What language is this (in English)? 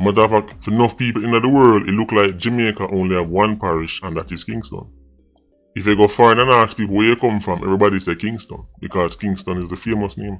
Jamaican Creole English